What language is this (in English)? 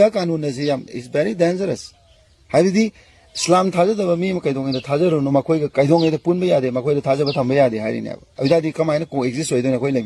Manipuri